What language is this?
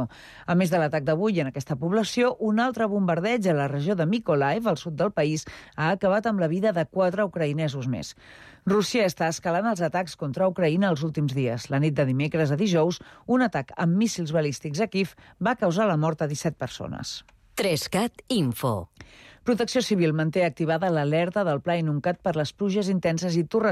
Catalan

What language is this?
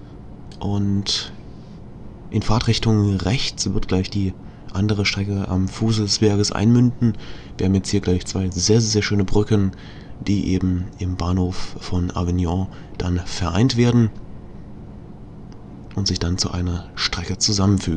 German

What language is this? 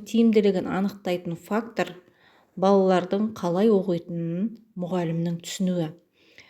Kazakh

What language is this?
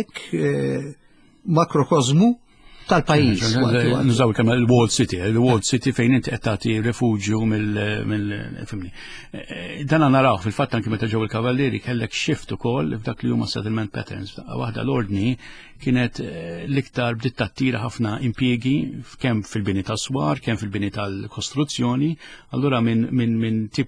Maltese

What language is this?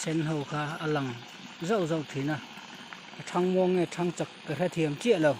Mizo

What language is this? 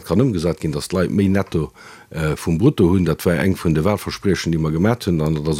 Luxembourgish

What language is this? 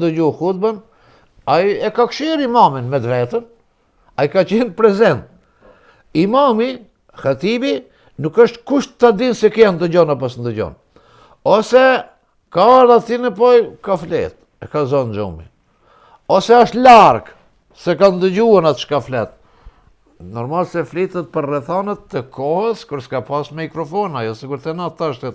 Albanian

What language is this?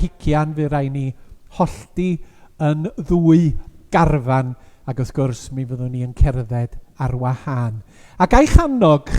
Welsh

